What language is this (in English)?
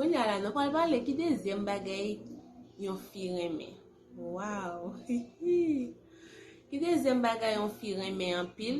Haitian Creole